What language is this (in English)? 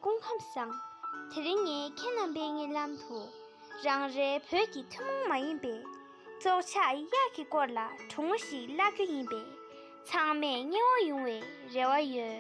Tibetan